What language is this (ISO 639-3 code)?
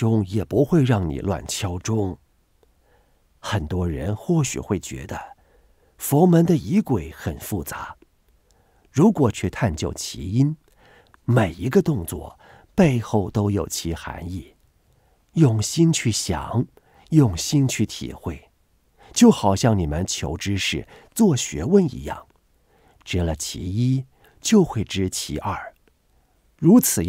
zho